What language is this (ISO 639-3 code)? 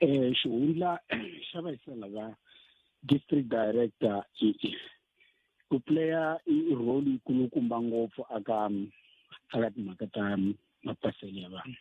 tso